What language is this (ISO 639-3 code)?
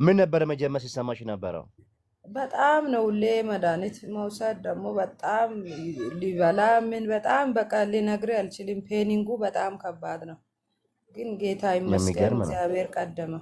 amh